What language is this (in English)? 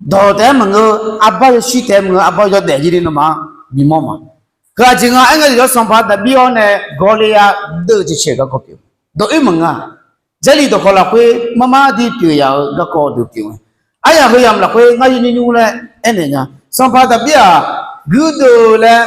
Akha